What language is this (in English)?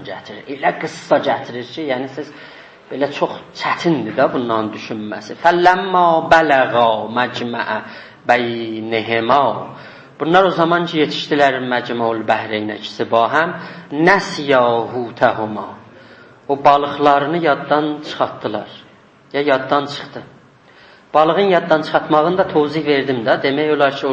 South Azerbaijani